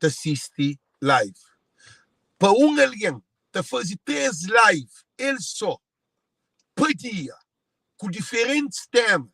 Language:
Kabuverdianu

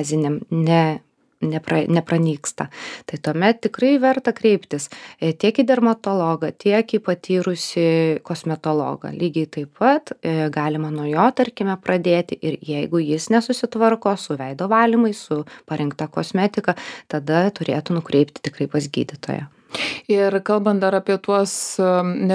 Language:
Lithuanian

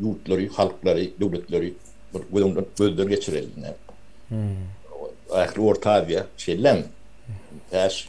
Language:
Turkmen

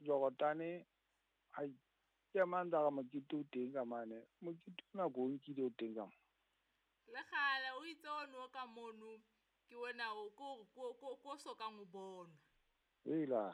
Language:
Southern Sotho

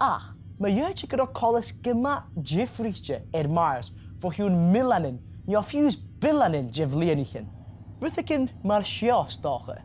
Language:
Scottish Gaelic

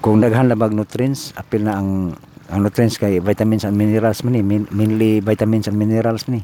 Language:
Cebuano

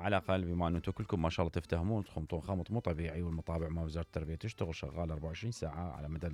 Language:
Mesopotamian Arabic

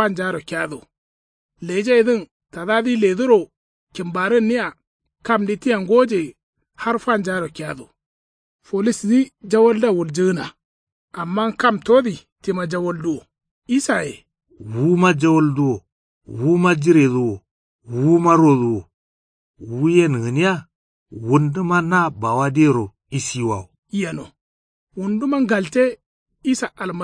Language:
Kanuri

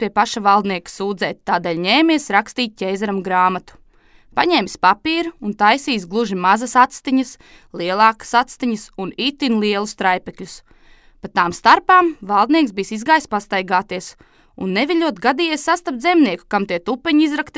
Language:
Latvian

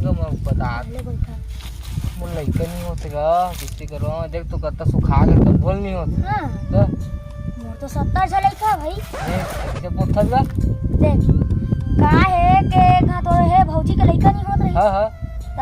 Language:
Chhattisgarhi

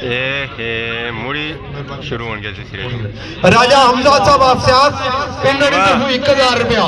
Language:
Pahari-Potwari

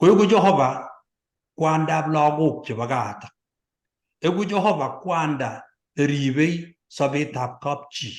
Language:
Kalenjin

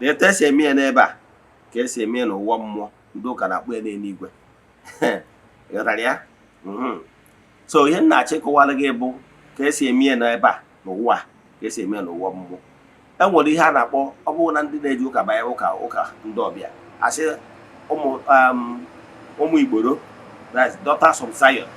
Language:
Igbo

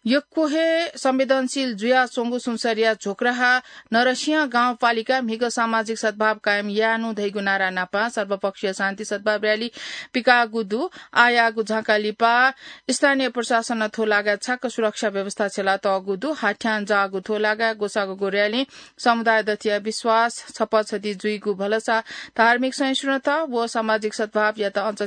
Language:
Newari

